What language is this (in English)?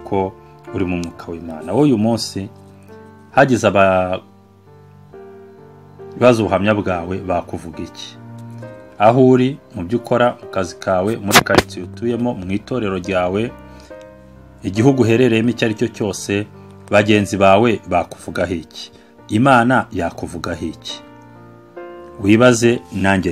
Kinyarwanda